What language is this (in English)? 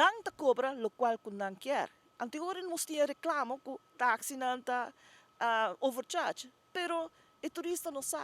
Papiamento